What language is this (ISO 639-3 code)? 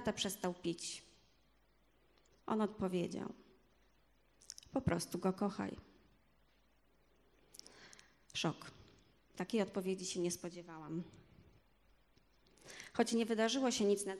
pol